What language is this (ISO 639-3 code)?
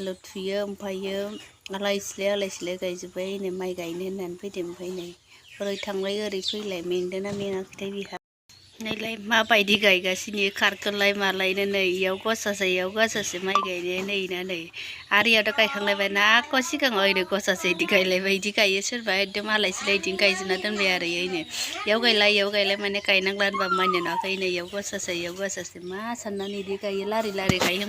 brx